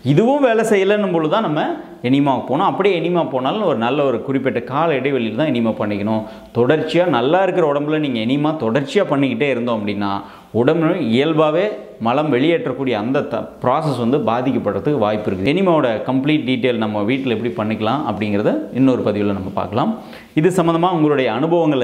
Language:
Tamil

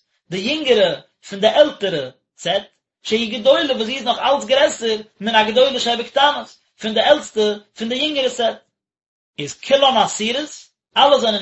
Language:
Yiddish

